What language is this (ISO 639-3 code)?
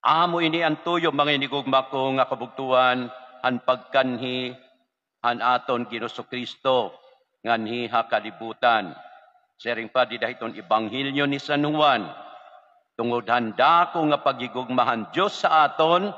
war